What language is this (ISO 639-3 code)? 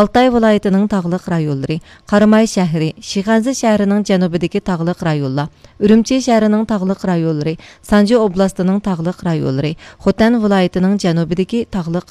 uig